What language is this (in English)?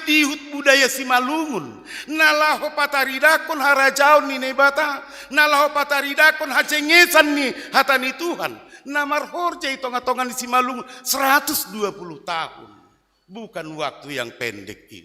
Batak Simalungun